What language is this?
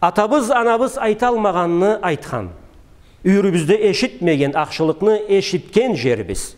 Karachay-Balkar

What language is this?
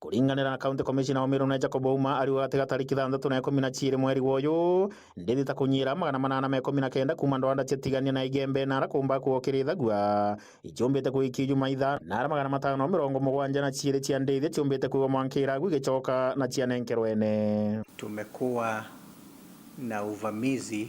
Meru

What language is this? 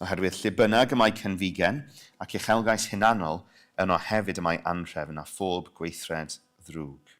Welsh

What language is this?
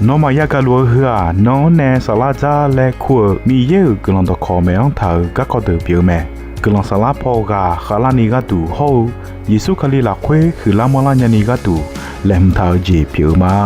Akha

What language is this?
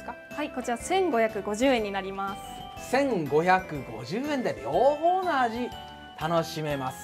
Japanese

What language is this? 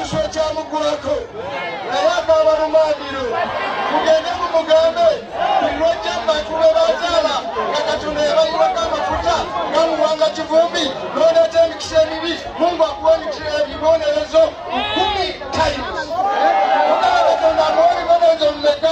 Ganda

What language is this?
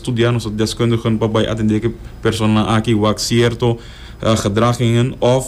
Papiamento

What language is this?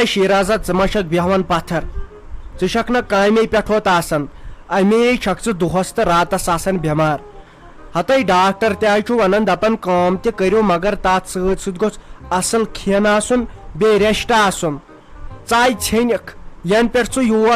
Kashmiri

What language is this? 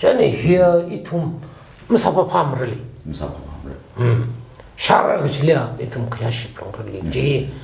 Tangkhul Naga (India)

